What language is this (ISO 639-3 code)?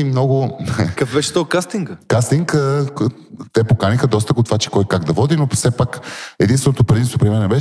bul